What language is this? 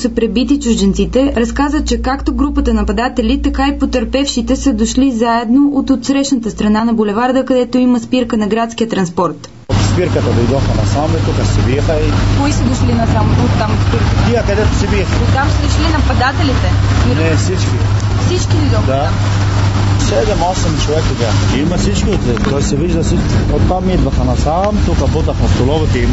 Bulgarian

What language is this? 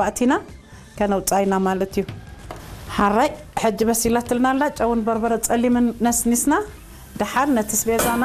Tigrinya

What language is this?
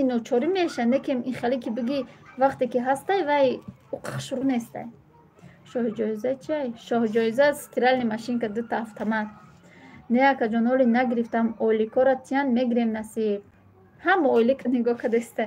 Tajik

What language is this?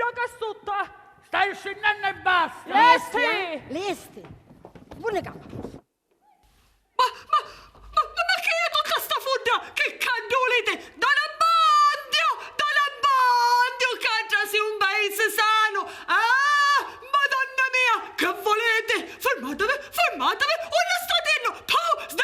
Sicilian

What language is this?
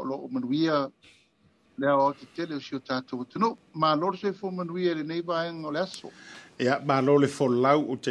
Samoan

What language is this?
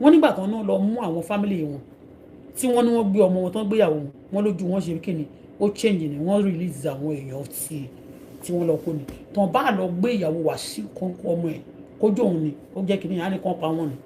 Yoruba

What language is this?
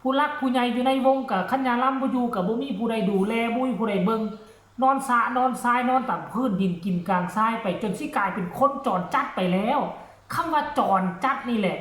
Northeastern Thai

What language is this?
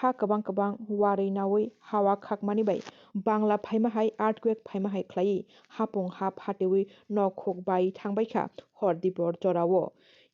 Kok Borok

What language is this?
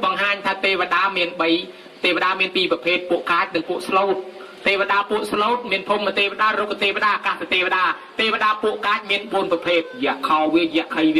Khmer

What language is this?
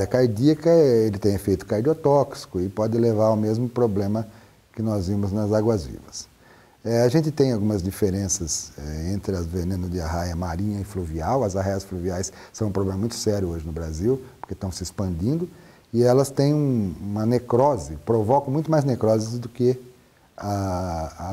Portuguese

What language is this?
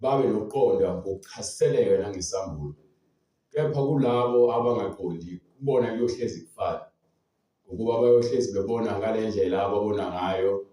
Zulu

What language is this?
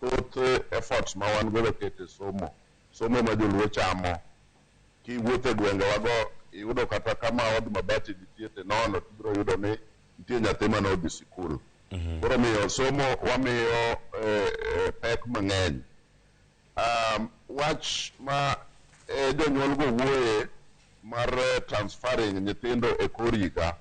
Luo (Kenya and Tanzania)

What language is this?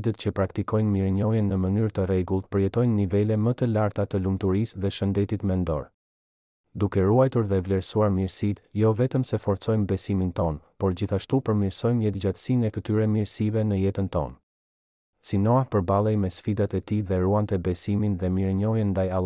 Albanian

